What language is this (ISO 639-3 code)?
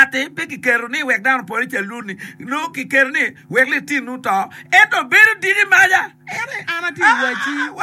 ach